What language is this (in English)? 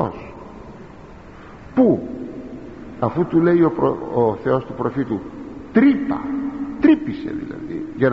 Greek